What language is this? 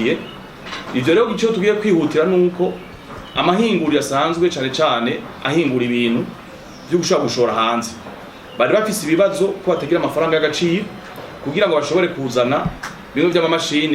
Rundi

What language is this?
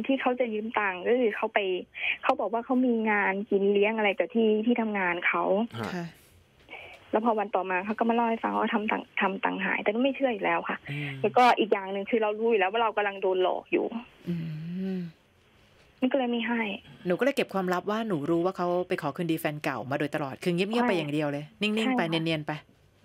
Thai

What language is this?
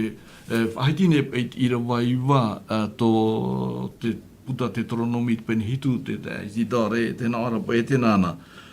Tahitian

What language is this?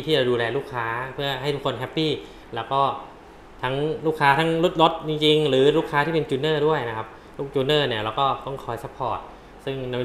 Thai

